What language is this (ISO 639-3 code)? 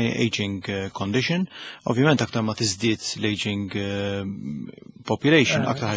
mlt